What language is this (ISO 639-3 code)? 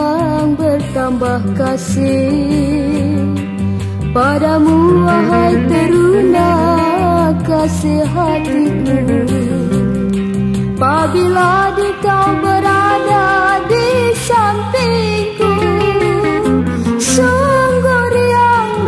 msa